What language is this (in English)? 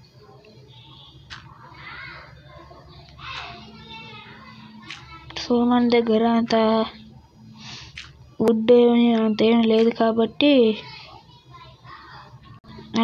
Telugu